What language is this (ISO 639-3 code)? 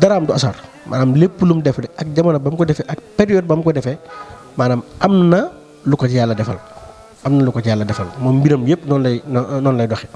wol